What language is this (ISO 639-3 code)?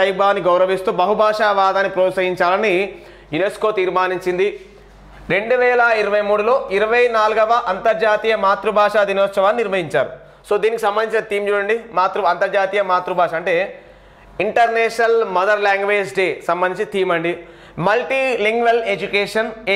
tel